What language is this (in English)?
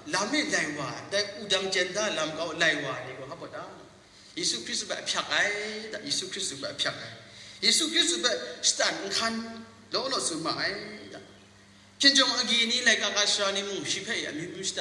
Kachin